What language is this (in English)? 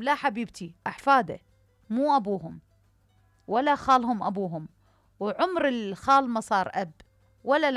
Mesopotamian Arabic